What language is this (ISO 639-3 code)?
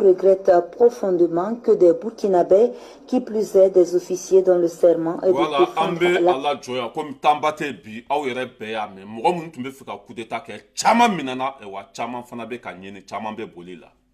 bam